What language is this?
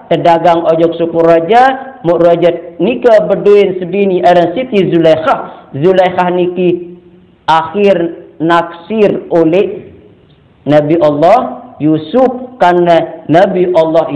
Sasak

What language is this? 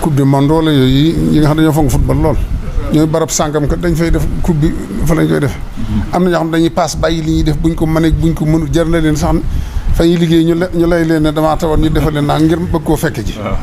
Wolof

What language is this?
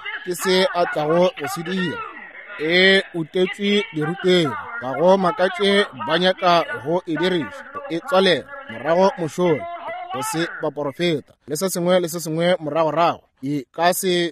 Northern Sotho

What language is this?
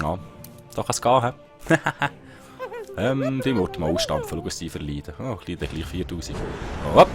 Swiss German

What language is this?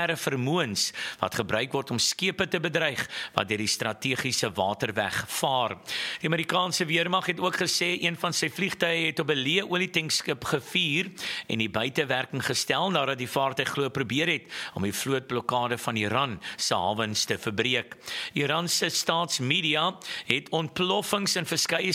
Afrikaans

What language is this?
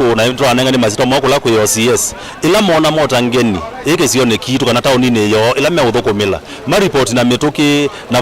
Kamba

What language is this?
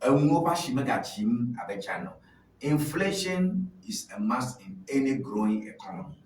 Ewe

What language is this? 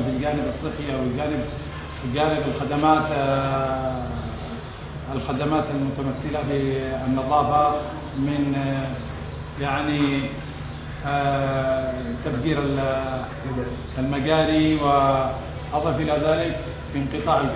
Arabic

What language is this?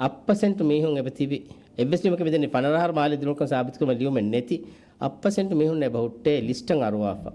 Divehi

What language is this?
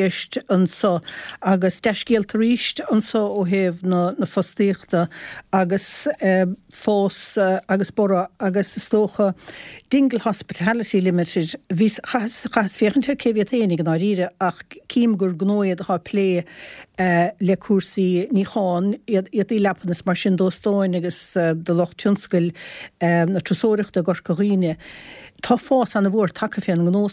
Irish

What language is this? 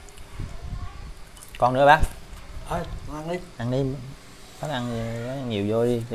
Vietnamese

